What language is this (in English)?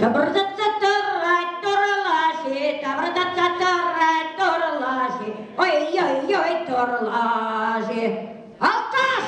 Chuvash